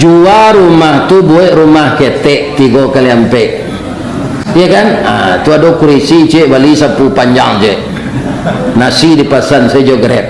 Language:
Minangkabau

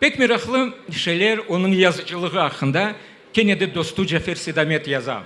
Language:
Crimean Tatar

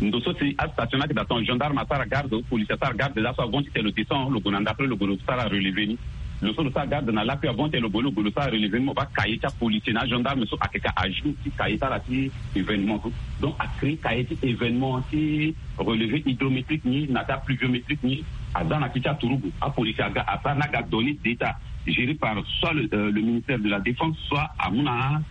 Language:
Sango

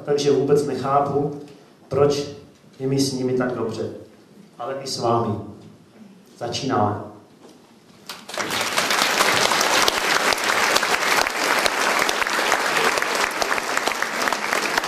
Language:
Czech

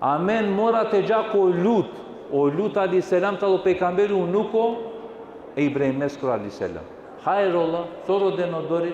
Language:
Balkan Romani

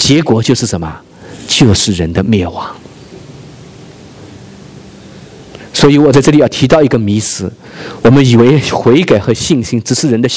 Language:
Chinese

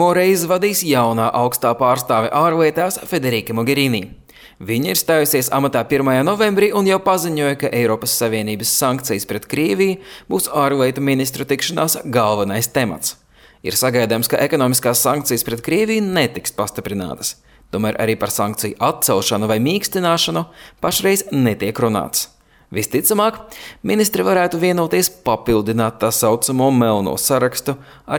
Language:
Latvian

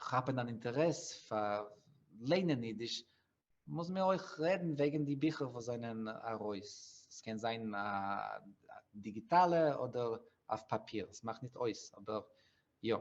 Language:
Yiddish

